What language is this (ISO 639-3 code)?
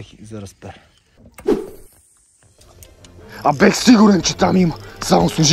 bul